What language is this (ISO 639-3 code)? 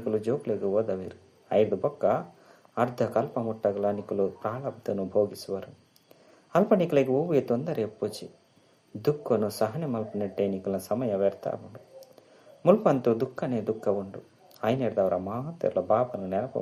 tcy